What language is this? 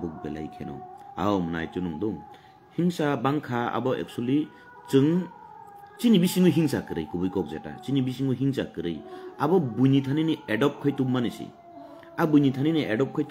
Kok Borok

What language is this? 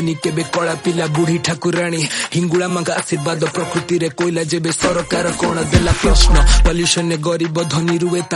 Odia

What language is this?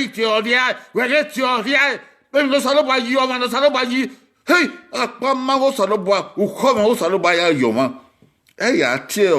Bini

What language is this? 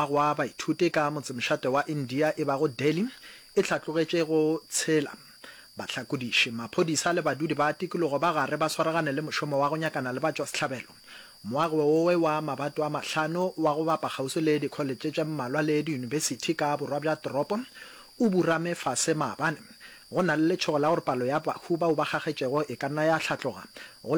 Northern Sotho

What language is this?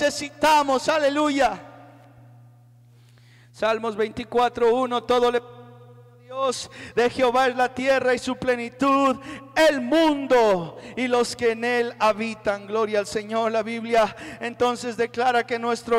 Spanish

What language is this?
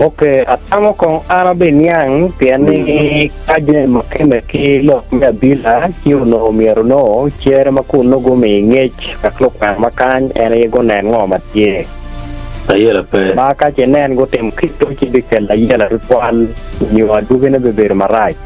Acoli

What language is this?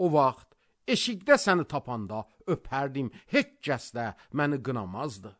Azerbaijani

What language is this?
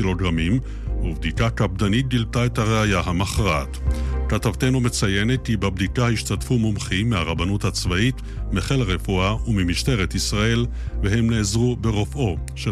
Hebrew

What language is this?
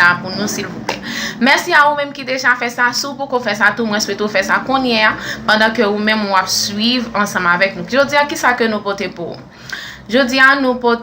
Haitian Creole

